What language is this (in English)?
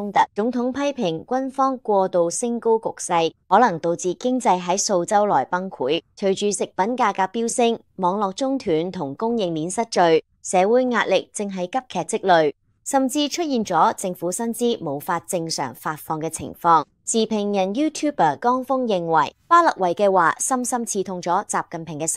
Cantonese